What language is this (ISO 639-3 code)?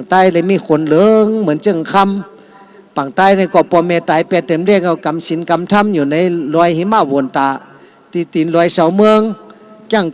shn